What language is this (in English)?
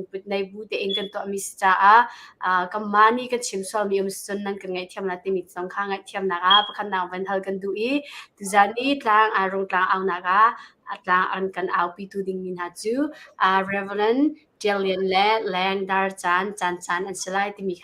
Hakha Chin